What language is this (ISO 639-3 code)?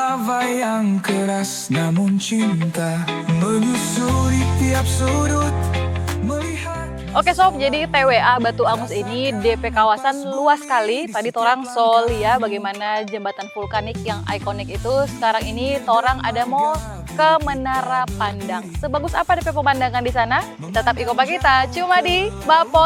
xmm